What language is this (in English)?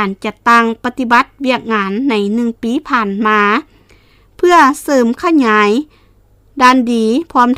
Lao